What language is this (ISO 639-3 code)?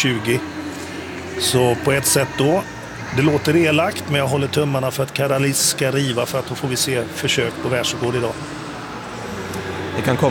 swe